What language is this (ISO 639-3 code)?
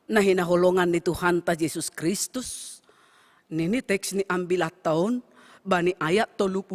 bts